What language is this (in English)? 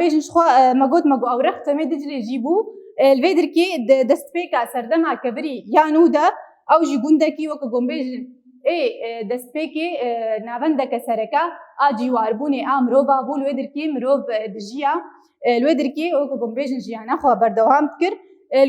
Kurdish